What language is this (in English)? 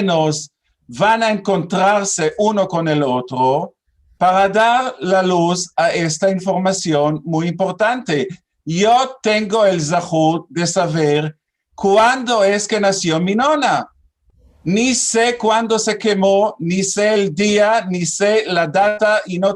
Ladino